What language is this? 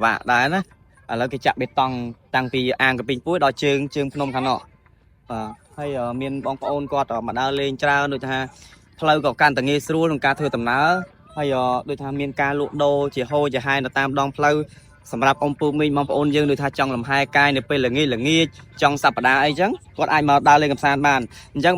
Khmer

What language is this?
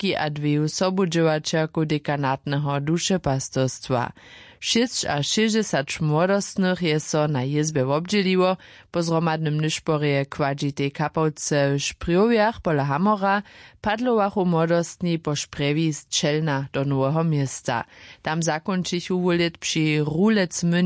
Upper Sorbian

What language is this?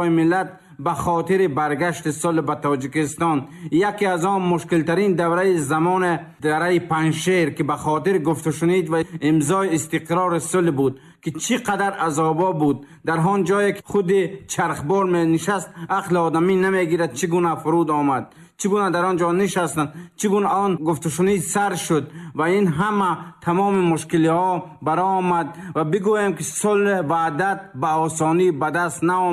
Tajik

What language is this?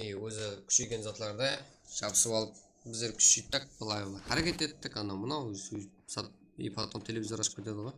Kara-Kalpak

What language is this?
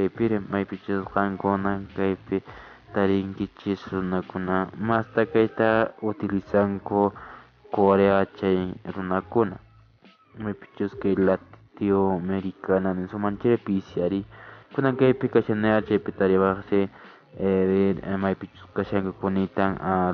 Quechua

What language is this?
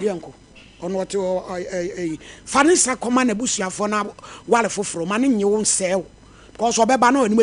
Akan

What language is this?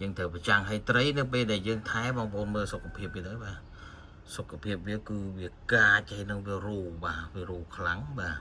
Khmer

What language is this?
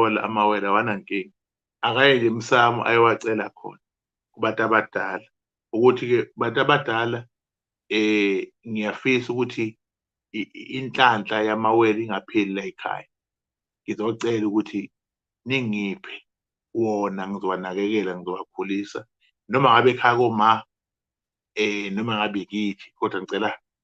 Zulu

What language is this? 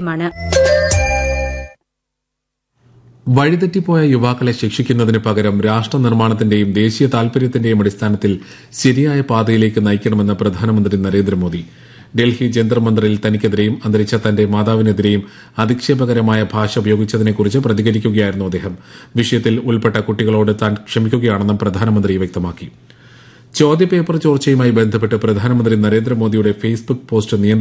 Malayalam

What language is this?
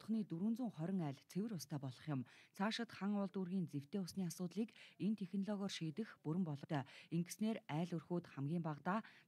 Mongolian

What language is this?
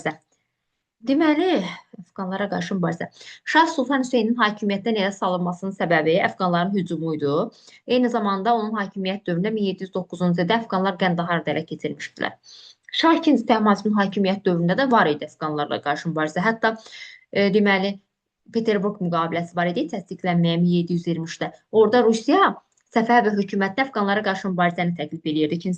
Azerbaijani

